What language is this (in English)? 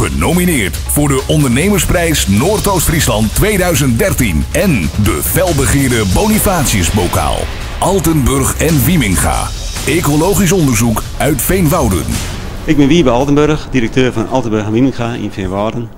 Western Frisian